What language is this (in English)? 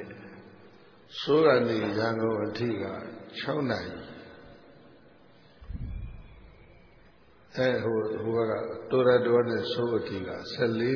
Burmese